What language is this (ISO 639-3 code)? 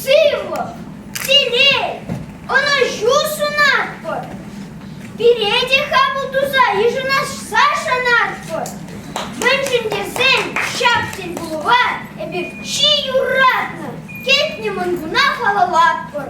chv